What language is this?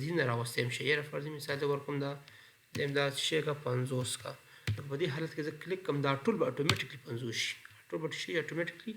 Pashto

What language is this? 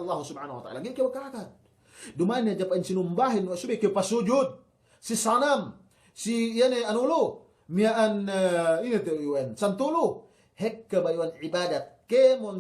Yakan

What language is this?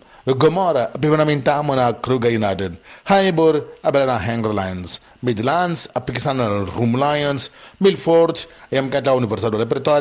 Tsonga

